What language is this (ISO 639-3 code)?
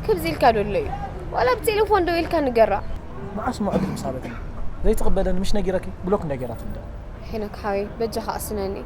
tir